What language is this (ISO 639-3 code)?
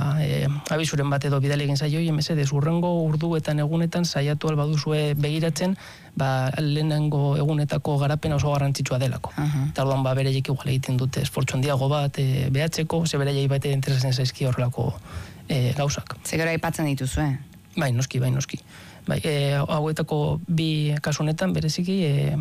eus